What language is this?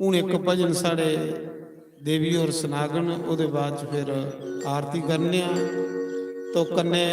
Dogri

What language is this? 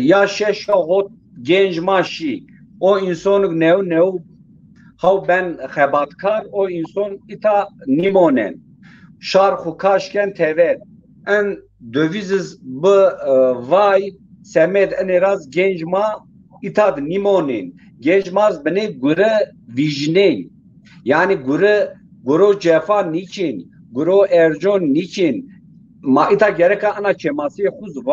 Zaza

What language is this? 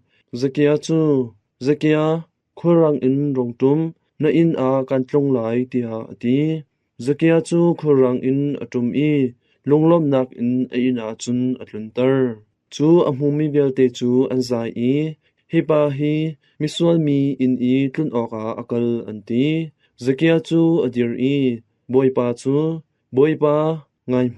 Hakha Chin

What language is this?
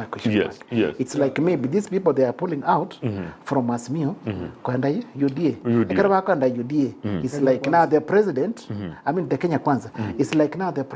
Gusii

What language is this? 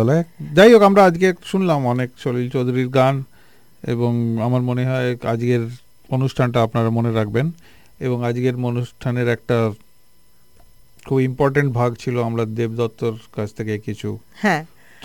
Bangla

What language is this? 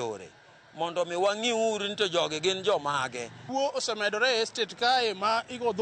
Luo (Kenya and Tanzania)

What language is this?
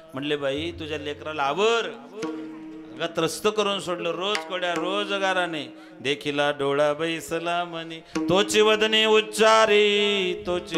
Marathi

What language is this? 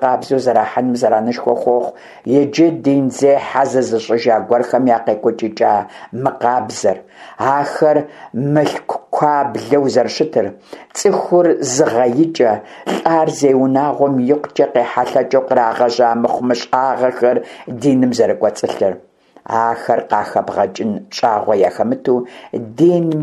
Kabardian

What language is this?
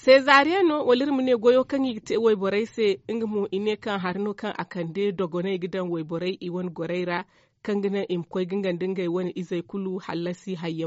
Zarma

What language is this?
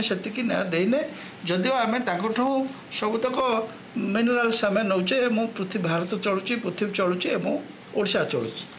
Odia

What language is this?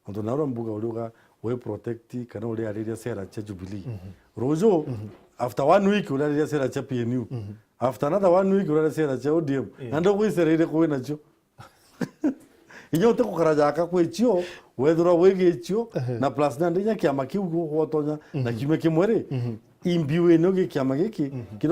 Meru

